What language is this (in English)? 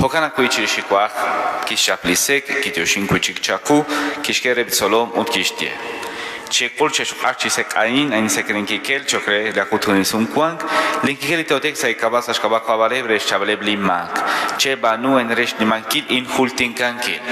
Kekchí